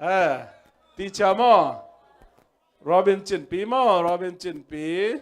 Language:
Tedim Chin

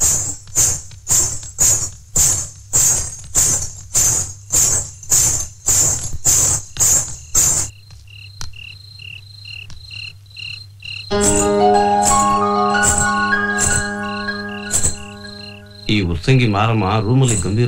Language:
Kannada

